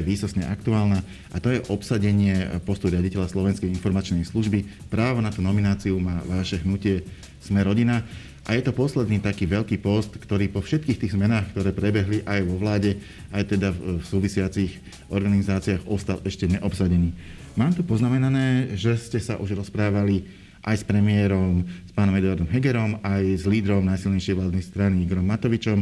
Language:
Slovak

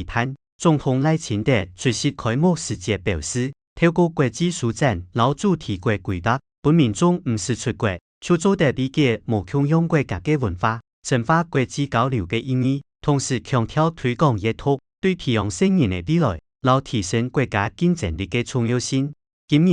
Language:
Hakka Chinese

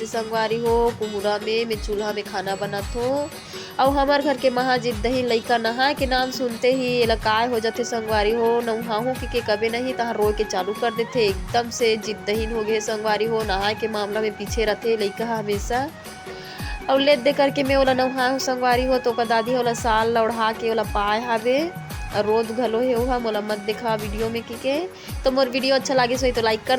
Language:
Chhattisgarhi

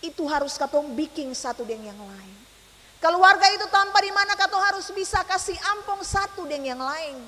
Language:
Ambonese Malay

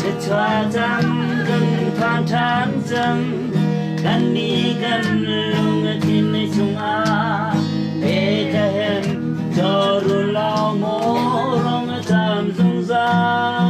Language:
Hakha Chin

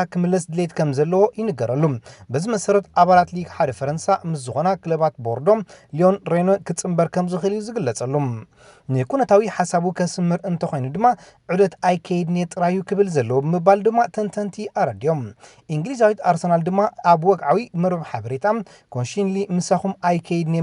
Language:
Tigrinya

